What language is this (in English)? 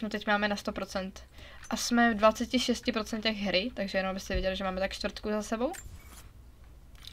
Czech